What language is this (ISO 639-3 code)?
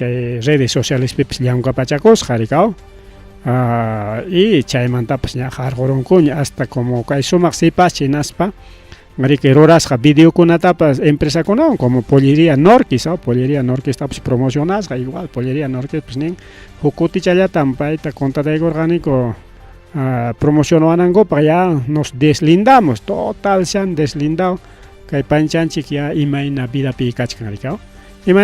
quy